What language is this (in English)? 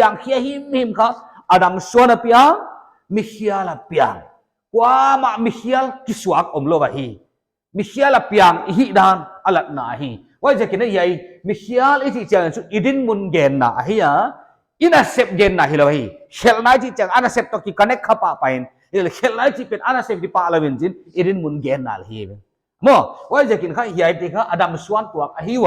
Paite Chin